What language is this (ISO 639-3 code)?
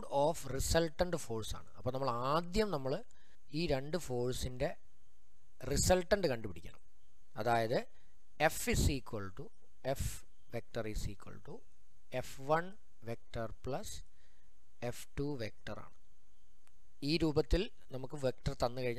mal